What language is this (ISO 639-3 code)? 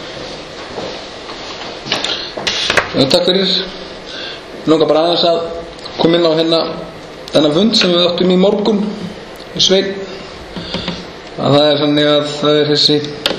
isl